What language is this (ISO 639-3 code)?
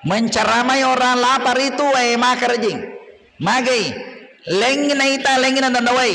bug